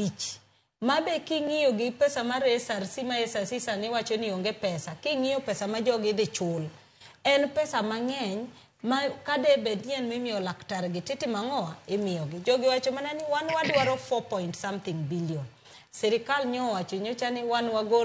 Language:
Luo (Kenya and Tanzania)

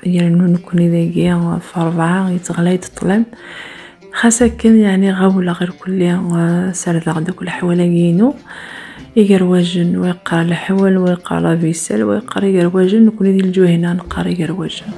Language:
Kabyle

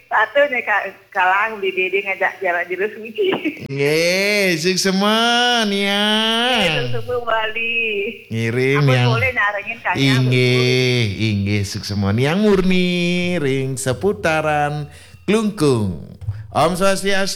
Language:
Balinese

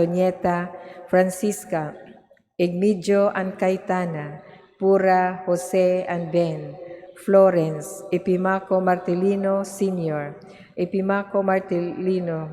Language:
Cebuano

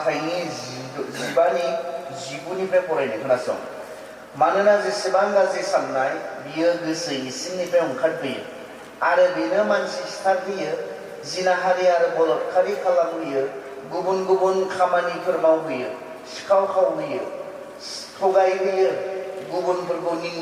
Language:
Bodo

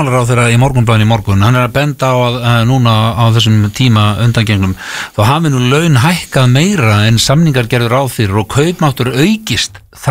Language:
Icelandic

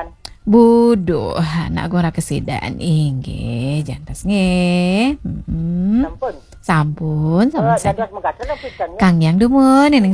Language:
Balinese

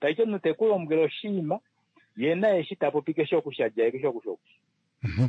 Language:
Kuanyama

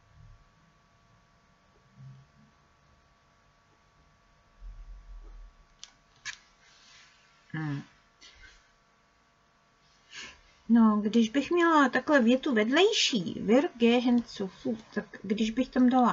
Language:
Czech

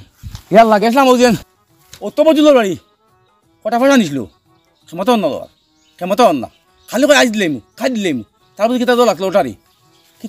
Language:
Sylheti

